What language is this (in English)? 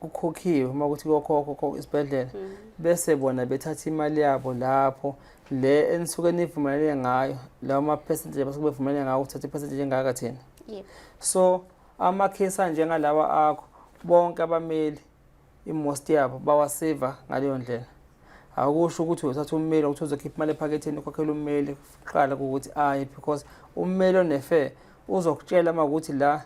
Zulu